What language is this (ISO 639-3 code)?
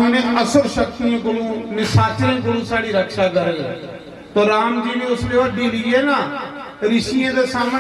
doi